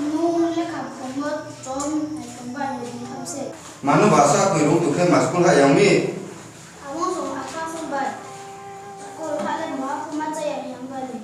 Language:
Riang (India)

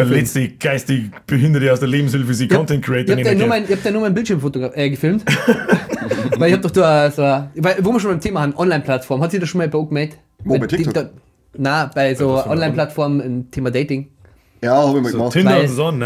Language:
Bavarian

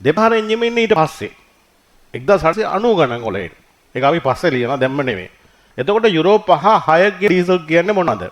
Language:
Sinhala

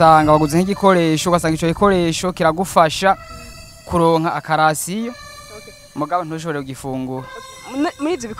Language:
Rundi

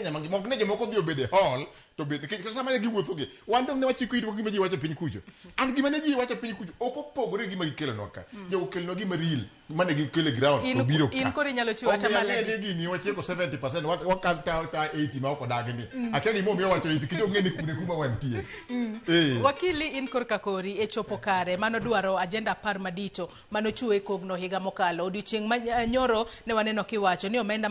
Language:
Luo (Kenya and Tanzania)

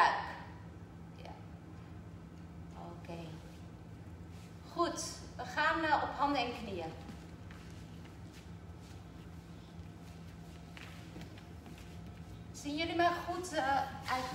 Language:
Dutch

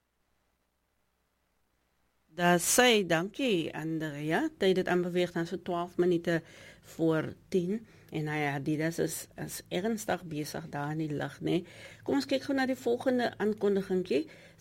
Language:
Afrikaans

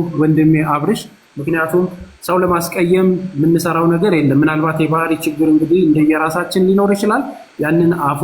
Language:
Amharic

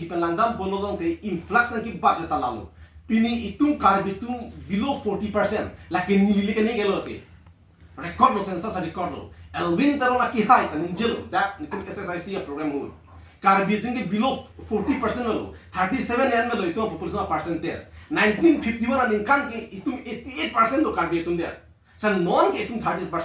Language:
Karbi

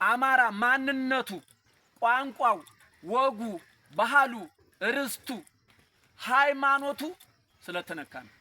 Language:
Amharic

